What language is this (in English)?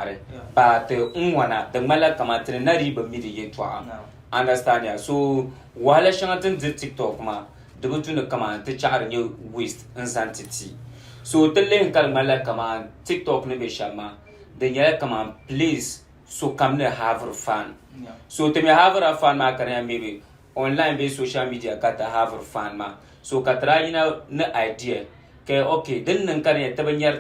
Dagbani